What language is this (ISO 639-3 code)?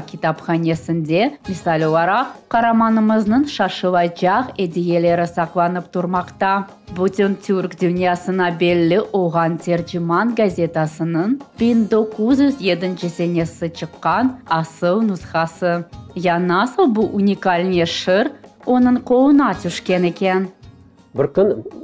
crh